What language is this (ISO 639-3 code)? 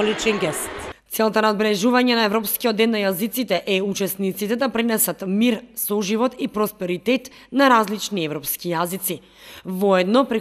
mkd